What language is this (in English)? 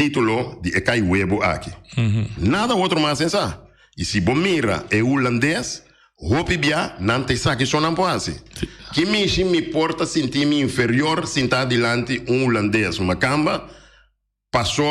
Papiamento